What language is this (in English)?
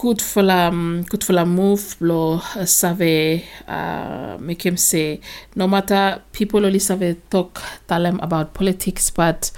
Bislama